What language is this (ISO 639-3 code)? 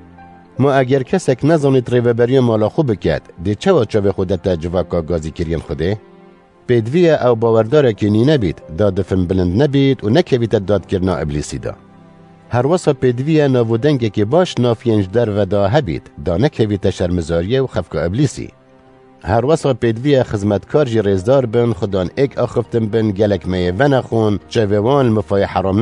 kur